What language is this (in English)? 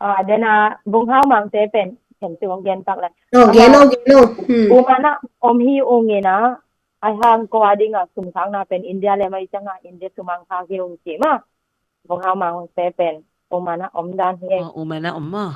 Tedim Chin